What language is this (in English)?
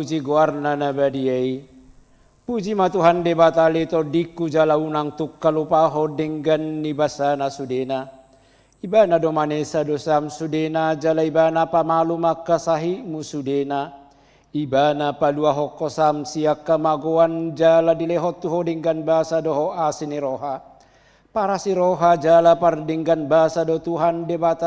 Batak Toba